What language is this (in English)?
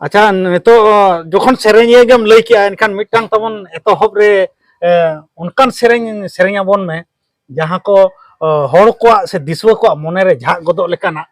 Santali